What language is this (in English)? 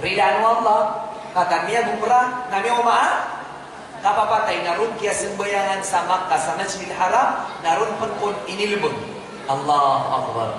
Maranao